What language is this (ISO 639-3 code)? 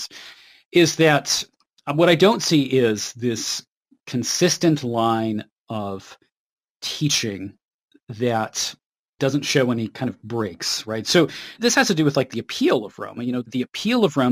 eng